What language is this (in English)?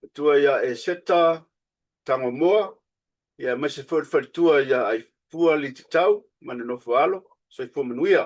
Samoan